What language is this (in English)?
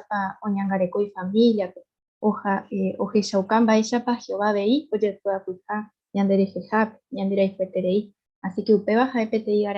Guarani